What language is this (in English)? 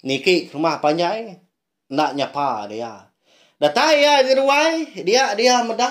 Iban